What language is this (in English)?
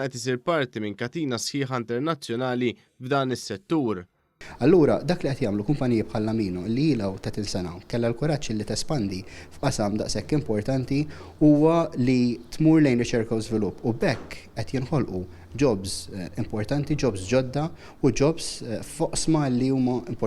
Maltese